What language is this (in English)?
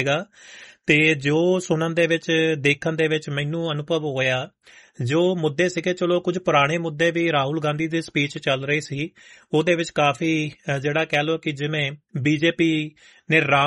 Punjabi